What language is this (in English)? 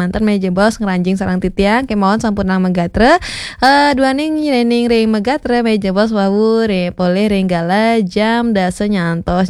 Balinese